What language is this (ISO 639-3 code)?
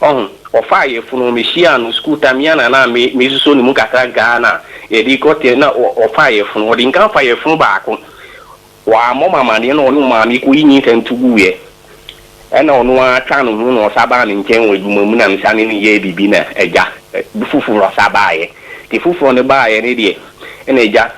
aka